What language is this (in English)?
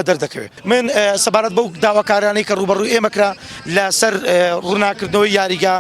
Central Kurdish